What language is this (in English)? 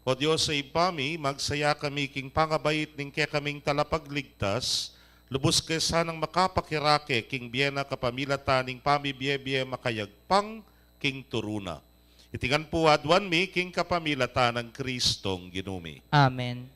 Pampanga